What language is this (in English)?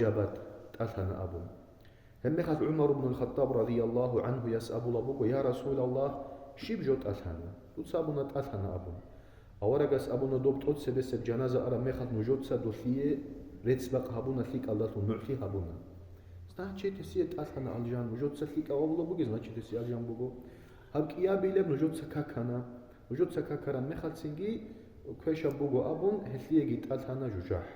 Avaric